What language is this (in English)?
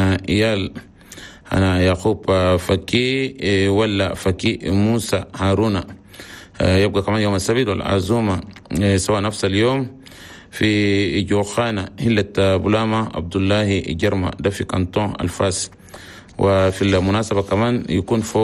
Chadian Arabic